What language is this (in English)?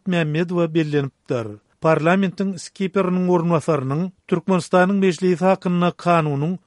Turkmen